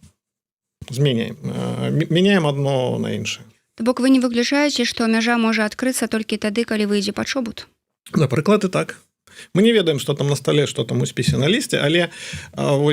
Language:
Belarusian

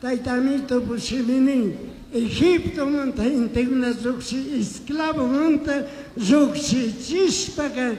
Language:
Chimborazo Highland Quichua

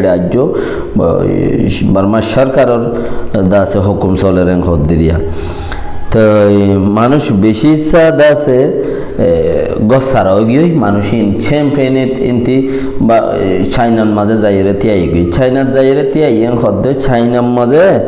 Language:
Rohingya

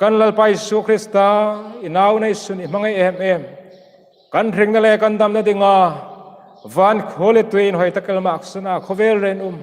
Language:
Hmar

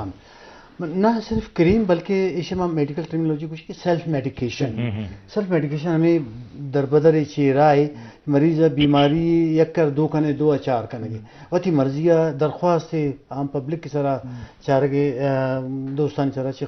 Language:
Eastern Balochi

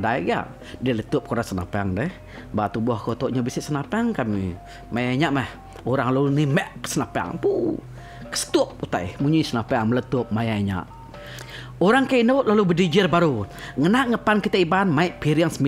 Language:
Iban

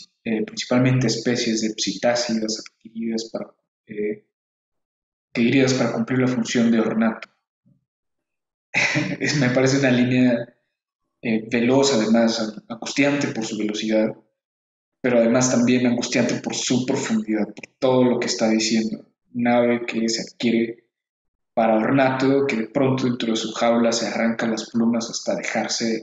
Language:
Spanish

